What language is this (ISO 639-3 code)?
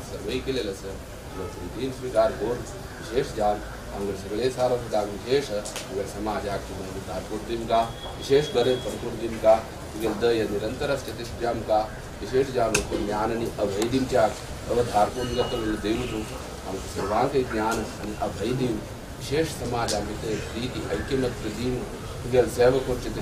kok